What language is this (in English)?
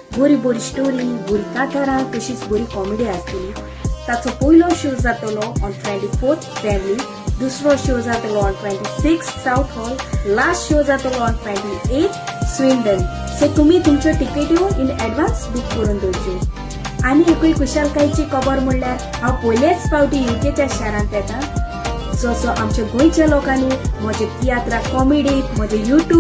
Konkani